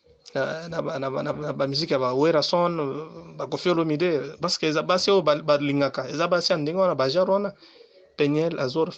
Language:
Lingala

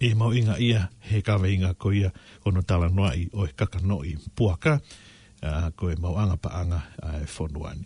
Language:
Tongan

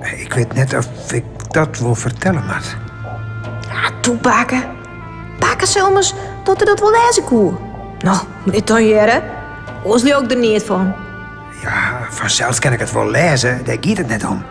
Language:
Western Frisian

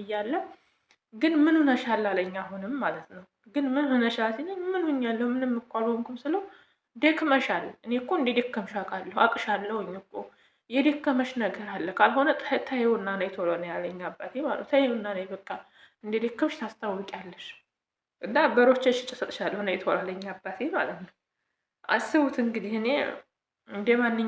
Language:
Amharic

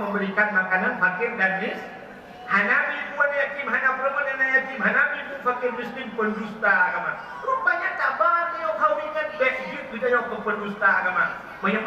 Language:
Achinese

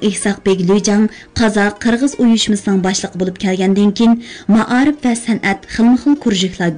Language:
Uyghur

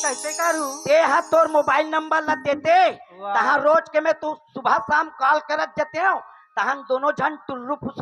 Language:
Chhattisgarhi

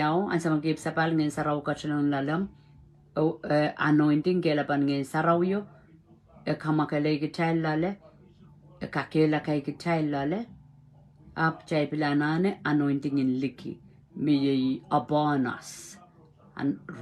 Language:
Pohnpeian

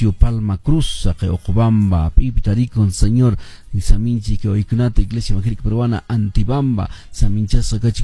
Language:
Quechua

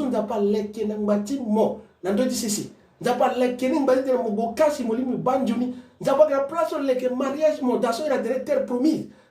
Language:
Sango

